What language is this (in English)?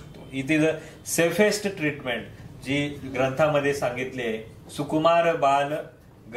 Marathi